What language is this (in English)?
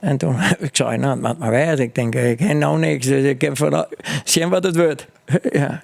Western Frisian